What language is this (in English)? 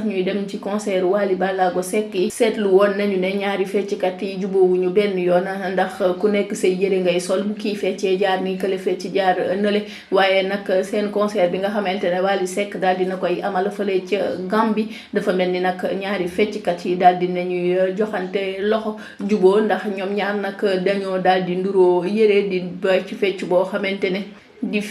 Wolof